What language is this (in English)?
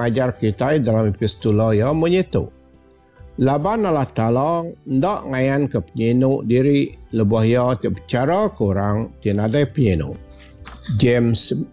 Iban